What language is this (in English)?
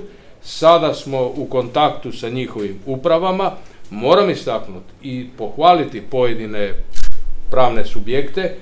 Croatian